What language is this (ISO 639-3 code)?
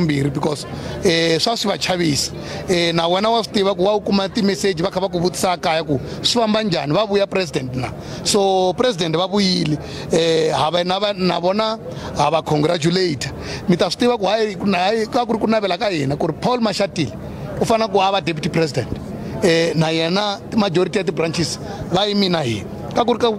tso